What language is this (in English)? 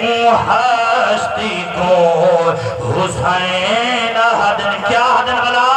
Saraiki